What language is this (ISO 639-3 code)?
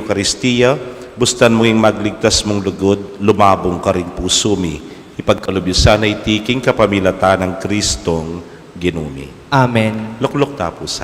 pam